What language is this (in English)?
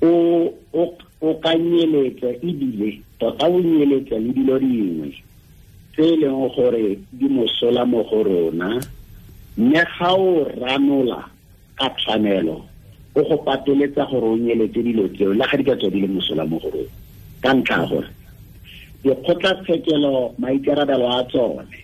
Tswana